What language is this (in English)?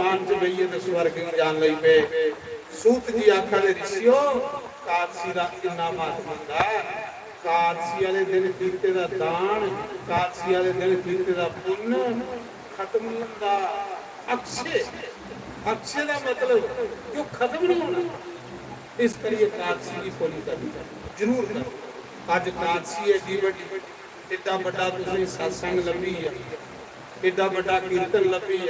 Dogri